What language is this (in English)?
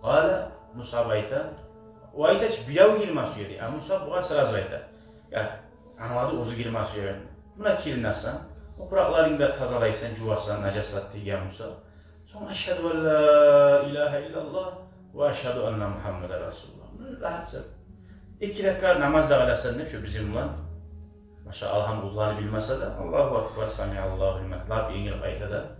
Kumyk